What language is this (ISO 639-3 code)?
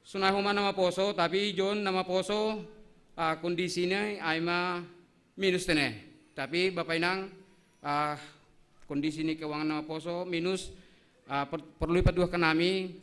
bts